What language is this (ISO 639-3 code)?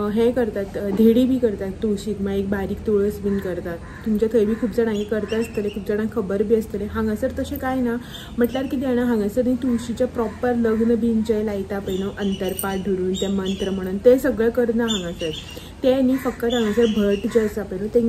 kok